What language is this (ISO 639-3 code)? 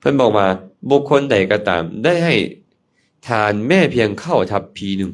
lao